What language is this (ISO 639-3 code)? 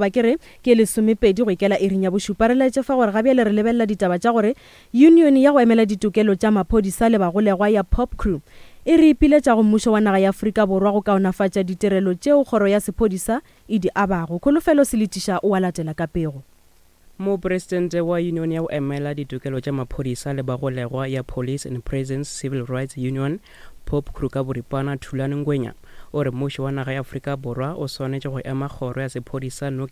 nso